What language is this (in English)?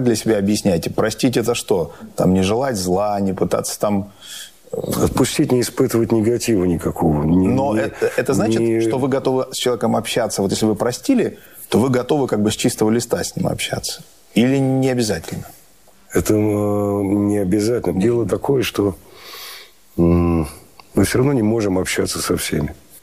Russian